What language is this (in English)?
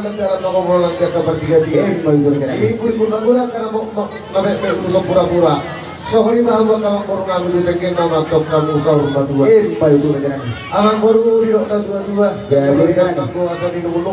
Batak Toba